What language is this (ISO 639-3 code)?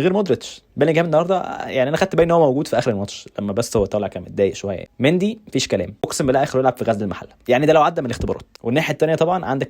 arz